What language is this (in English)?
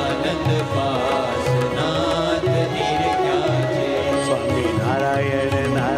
Gujarati